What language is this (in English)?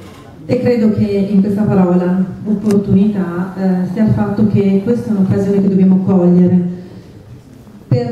Italian